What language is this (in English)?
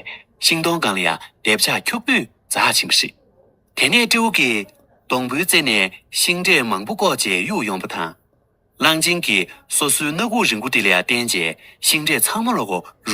Tibetan